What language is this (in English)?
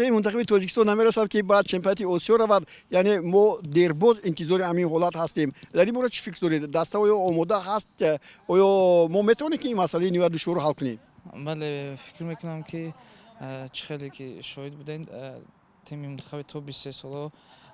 Tajik